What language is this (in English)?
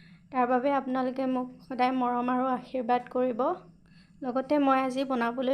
Assamese